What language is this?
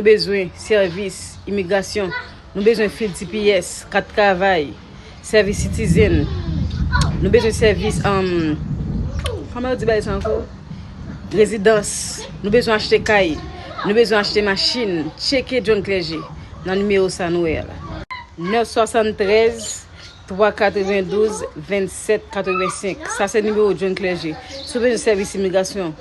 Haitian Creole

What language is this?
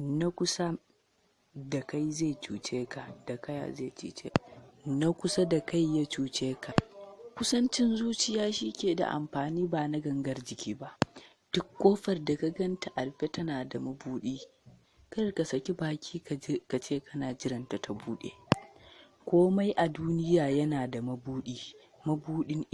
Hausa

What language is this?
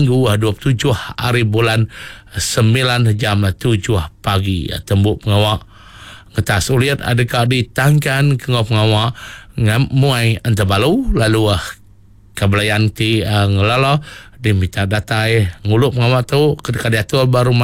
Iban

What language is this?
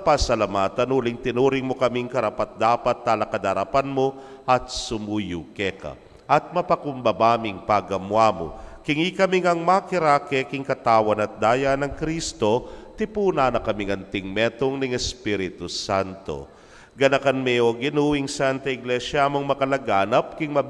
Pampanga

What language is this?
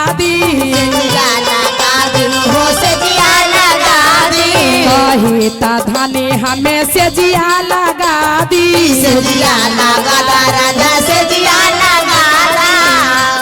Magahi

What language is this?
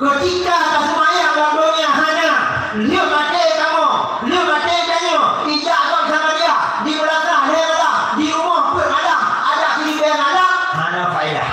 Achinese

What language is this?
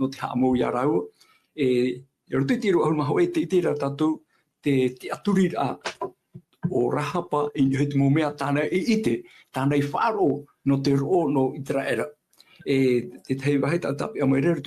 Tahitian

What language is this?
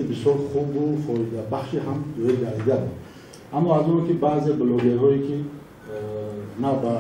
Tajik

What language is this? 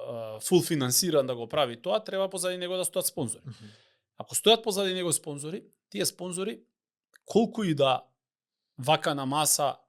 Macedonian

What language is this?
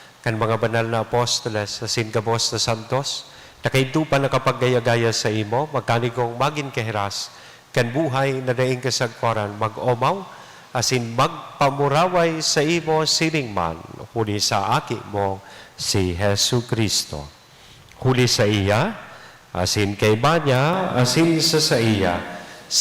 Bikol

